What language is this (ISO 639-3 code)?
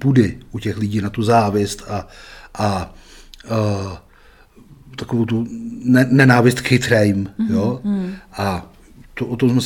ces